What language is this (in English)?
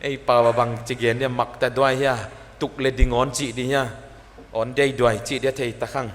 Paite Chin